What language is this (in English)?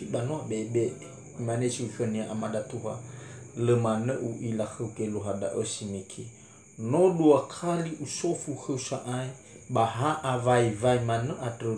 Nias